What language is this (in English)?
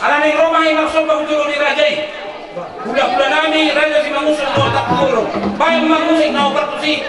Batak Toba